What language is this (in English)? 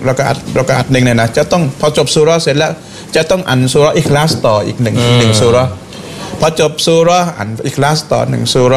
Thai